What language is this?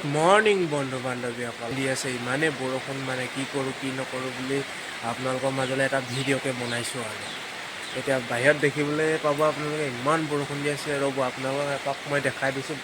Assamese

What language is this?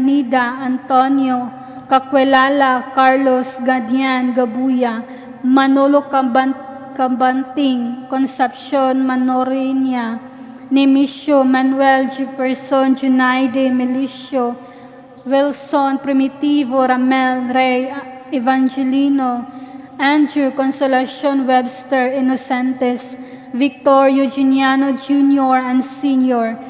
Cebuano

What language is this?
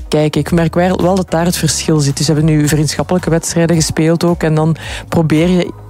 Dutch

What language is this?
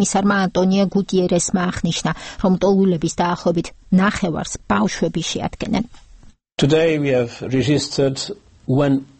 Georgian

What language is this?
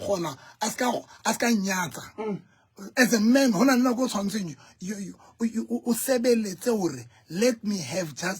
Southern Sotho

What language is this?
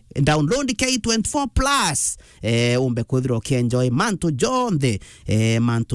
Meru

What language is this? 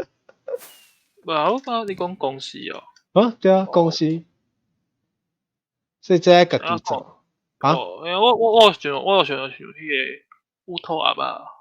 Min Nan Chinese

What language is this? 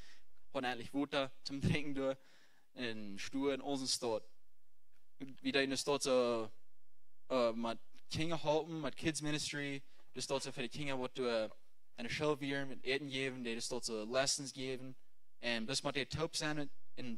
Plautdietsch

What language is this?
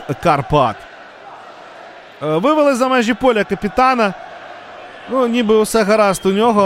Ukrainian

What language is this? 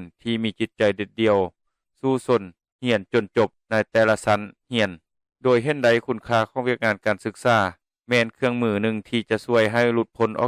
Lao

